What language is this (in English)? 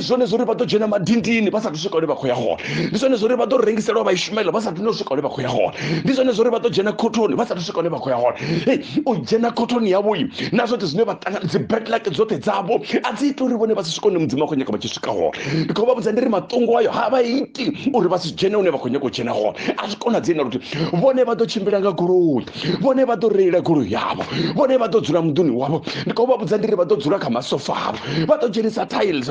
Venda